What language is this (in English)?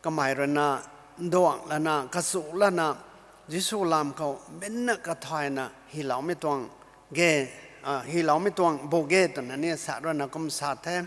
Rongmei Naga